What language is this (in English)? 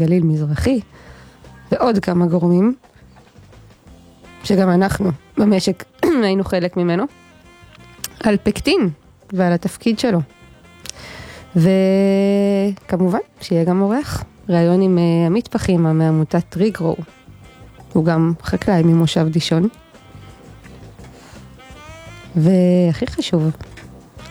Hebrew